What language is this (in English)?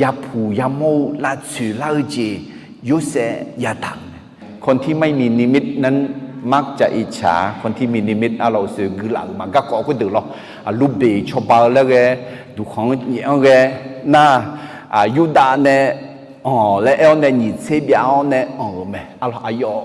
Akha